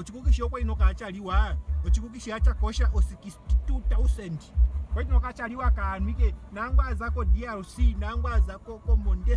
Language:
Ndonga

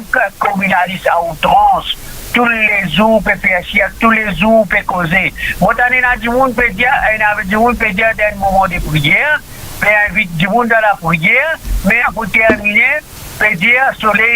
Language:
Morisyen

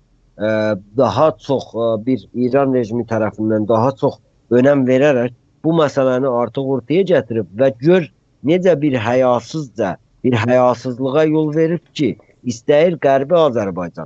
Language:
South Azerbaijani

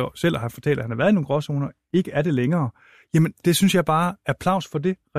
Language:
Danish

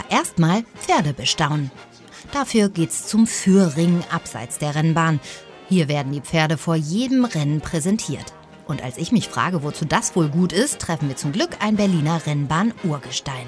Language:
German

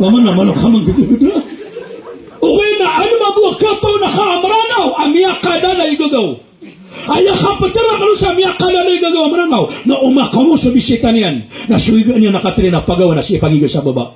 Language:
Maranao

